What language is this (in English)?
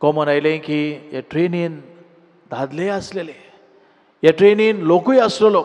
Konkani